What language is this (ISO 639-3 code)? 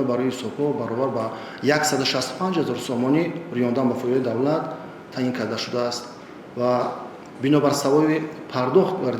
tgk